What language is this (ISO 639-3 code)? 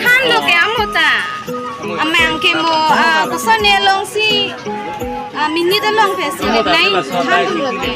mjw